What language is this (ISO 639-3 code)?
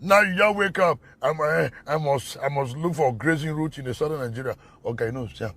pcm